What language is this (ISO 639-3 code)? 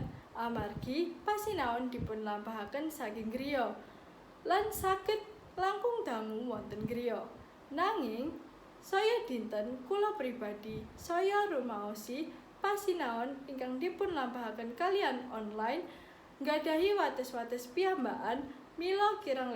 jav